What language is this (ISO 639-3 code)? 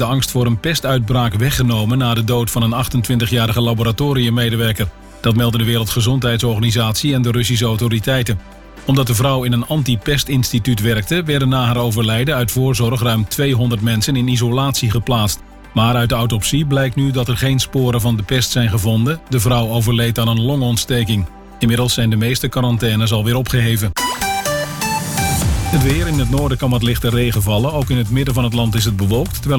nld